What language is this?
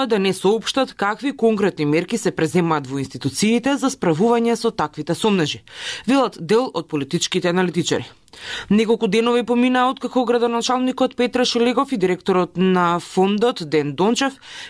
Macedonian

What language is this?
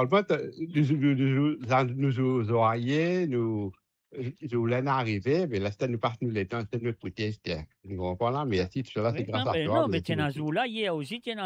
Morisyen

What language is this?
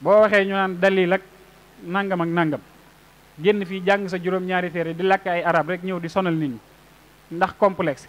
Wolof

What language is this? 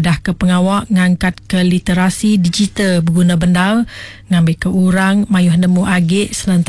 Iban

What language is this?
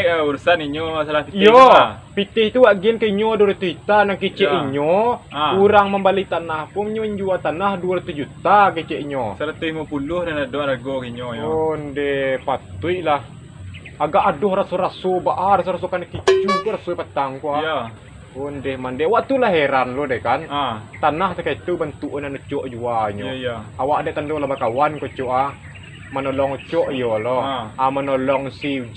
Minangkabau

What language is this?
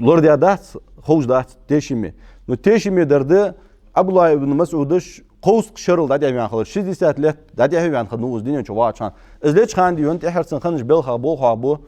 Ingush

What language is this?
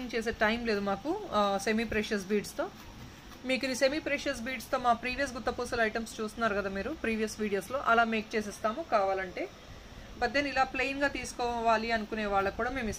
Telugu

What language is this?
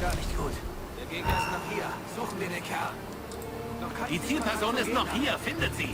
Bavarian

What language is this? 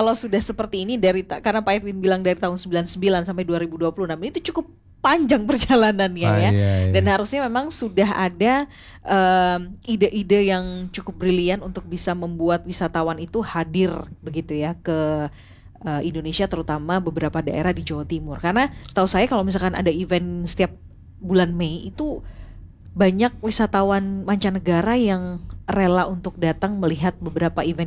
Indonesian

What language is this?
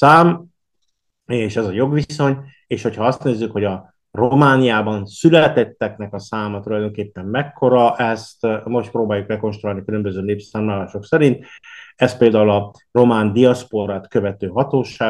Hungarian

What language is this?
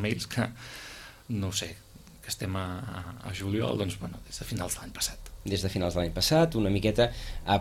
Catalan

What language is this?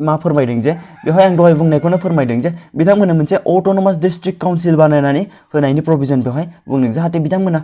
Bodo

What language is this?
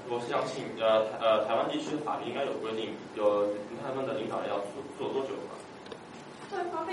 Chinese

